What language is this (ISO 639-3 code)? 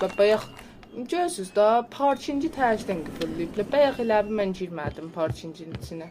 azb